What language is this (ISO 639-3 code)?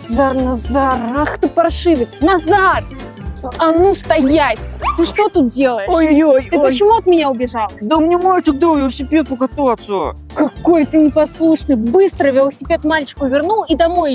rus